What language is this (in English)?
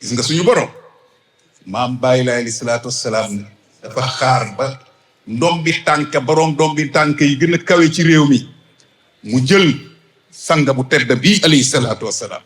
Wolof